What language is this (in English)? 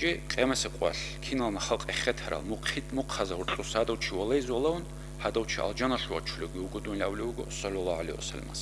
Avaric